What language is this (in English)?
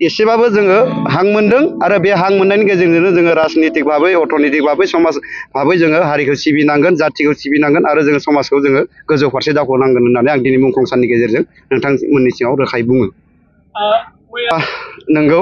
Bodo